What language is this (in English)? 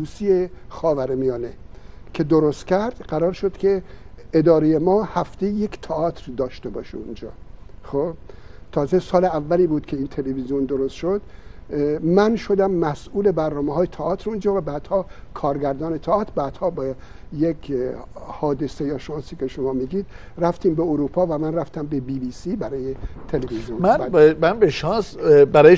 Persian